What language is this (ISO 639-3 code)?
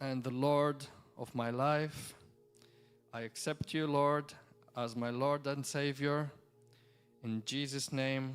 eng